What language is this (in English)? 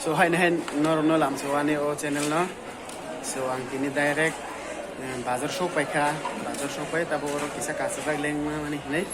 Kok Borok